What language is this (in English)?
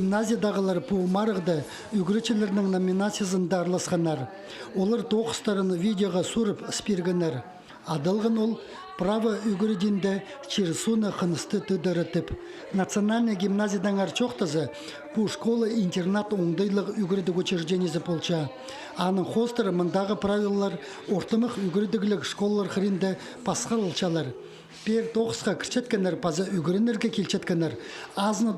Khakas